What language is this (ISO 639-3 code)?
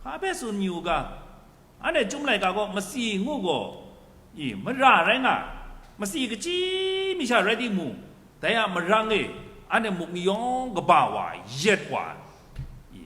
kac